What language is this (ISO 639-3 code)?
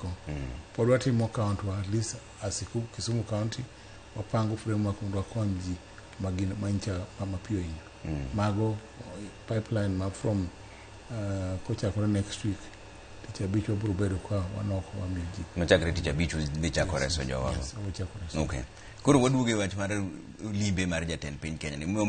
luo